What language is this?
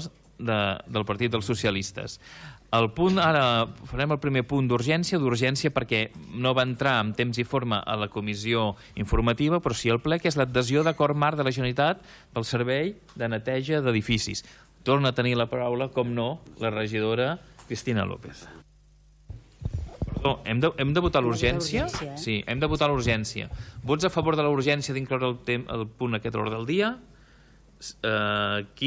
Catalan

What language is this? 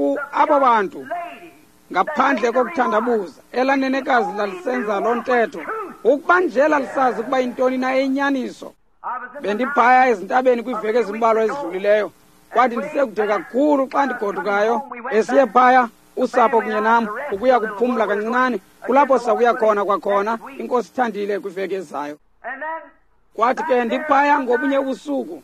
Xhosa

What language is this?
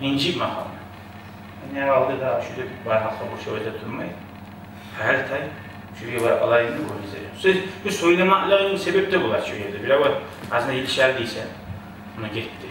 Kumyk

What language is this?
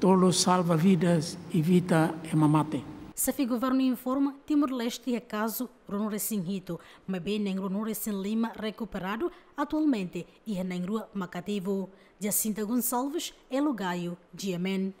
Tetum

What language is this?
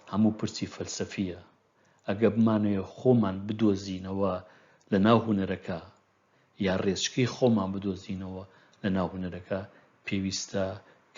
Central Kurdish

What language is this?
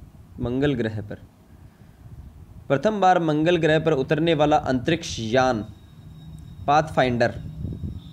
Hindi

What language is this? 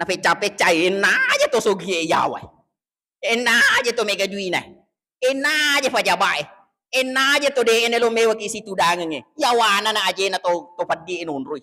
Buginese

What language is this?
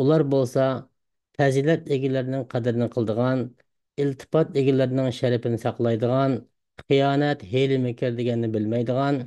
Uyghur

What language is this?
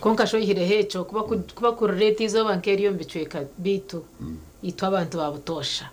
Nyankole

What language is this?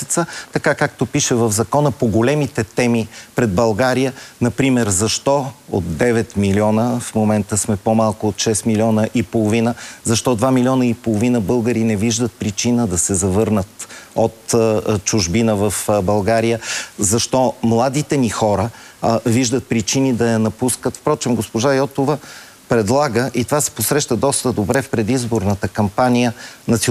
Bulgarian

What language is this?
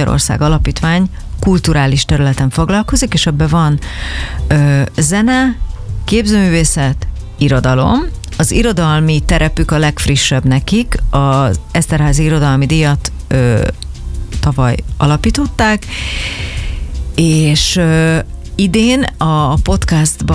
Hungarian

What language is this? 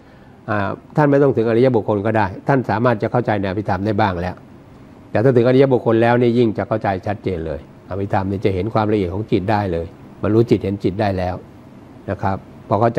Thai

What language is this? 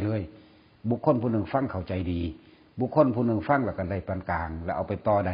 Northeastern Thai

